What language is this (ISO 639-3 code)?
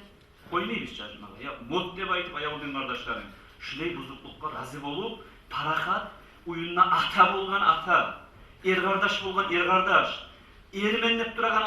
kum